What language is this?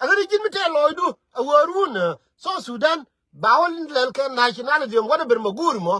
Nuer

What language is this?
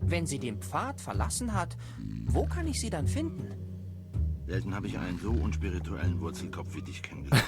Swiss German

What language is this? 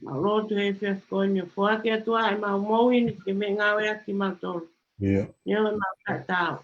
Tongan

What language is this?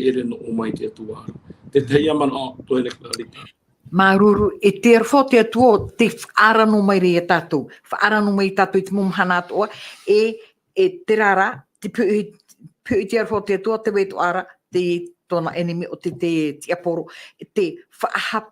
Tahitian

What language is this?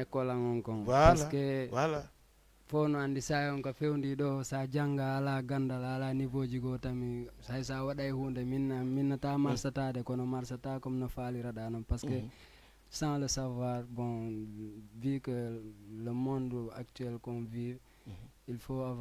Fula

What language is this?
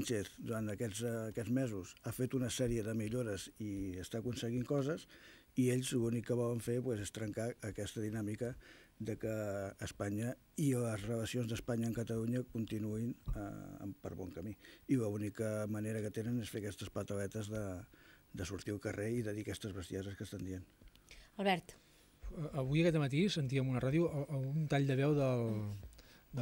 Catalan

